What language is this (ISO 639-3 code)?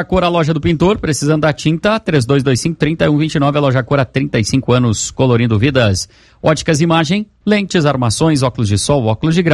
por